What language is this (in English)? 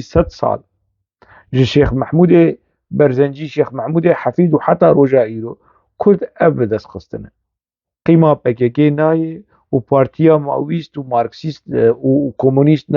Kurdish